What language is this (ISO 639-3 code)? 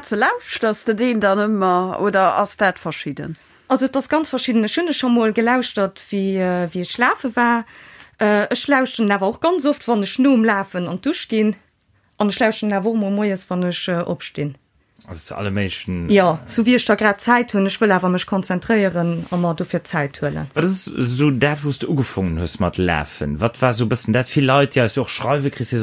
ltz